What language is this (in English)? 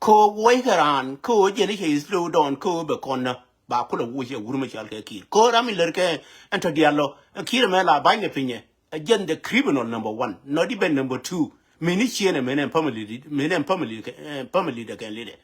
Nuer